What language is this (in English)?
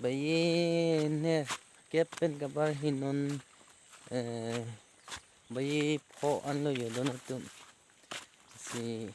Karbi